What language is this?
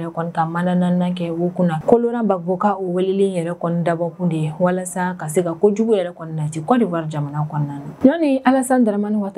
Bambara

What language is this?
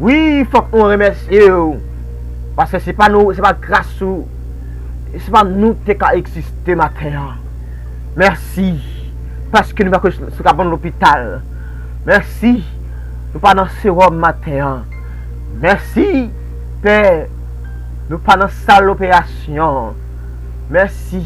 Haitian Creole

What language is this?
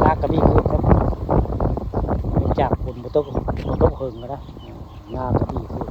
Northeastern Thai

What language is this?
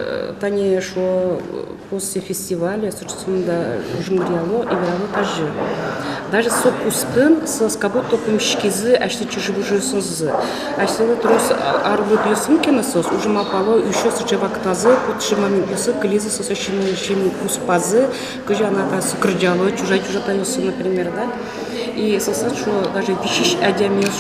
Udmurt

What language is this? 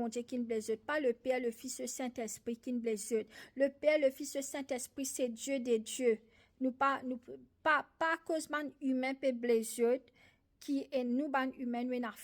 Morisyen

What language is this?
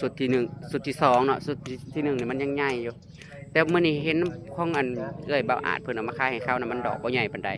Northeastern Thai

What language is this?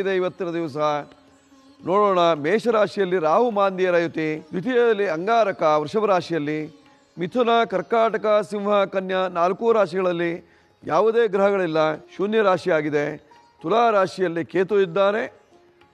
Kannada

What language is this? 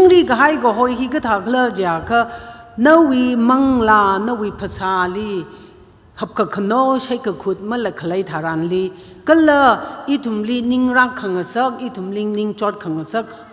Tangkhul Naga (India)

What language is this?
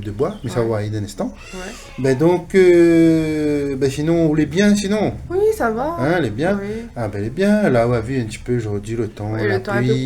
Réunion Creole French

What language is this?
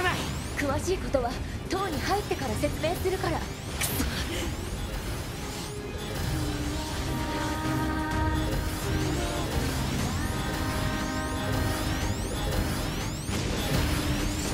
Japanese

